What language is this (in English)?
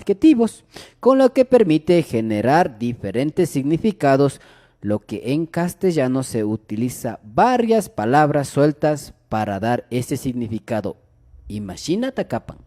Imbabura Highland Quichua